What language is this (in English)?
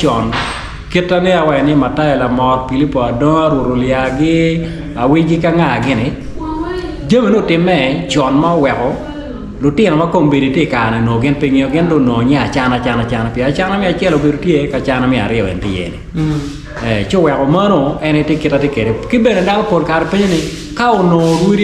Acoli